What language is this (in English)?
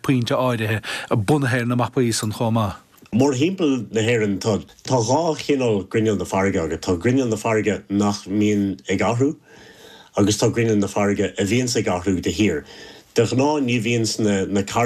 Irish